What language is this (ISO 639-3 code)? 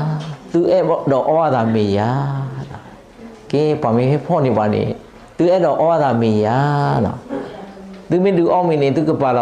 ksw